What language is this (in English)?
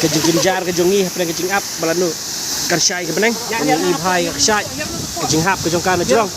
Khasi